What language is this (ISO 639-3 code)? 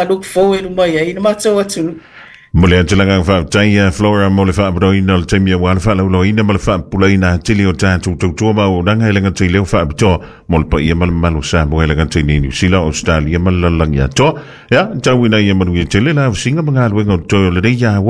smo